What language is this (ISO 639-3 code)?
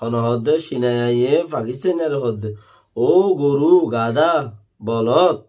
rhg